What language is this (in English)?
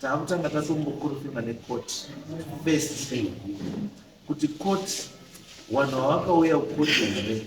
Shona